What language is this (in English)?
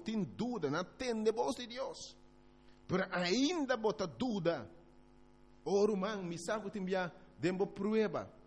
Papiamento